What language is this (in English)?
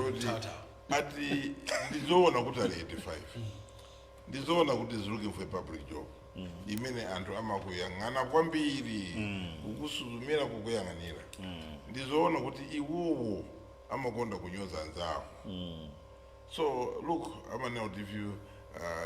Nyanja